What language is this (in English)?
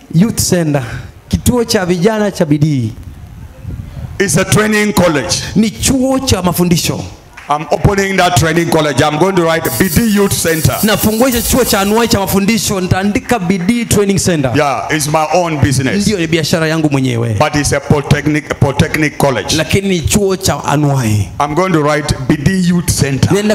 Swahili